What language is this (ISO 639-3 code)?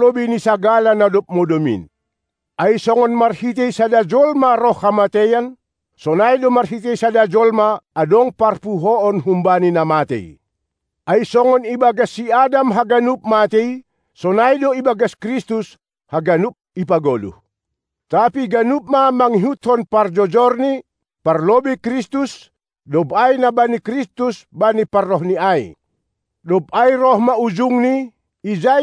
bts